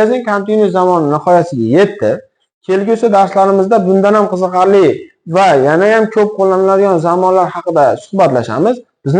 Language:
Uzbek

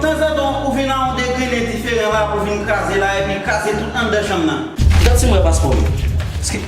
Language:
Haitian Creole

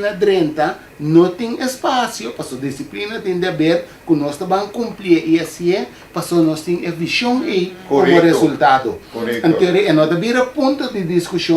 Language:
Papiamento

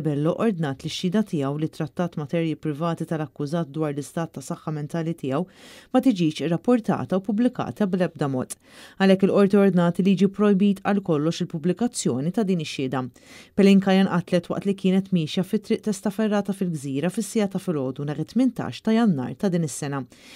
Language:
Maltese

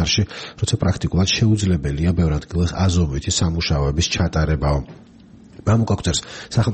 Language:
Georgian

